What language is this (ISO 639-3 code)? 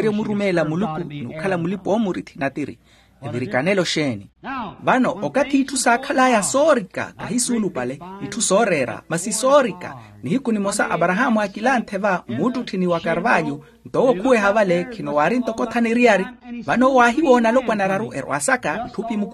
vmw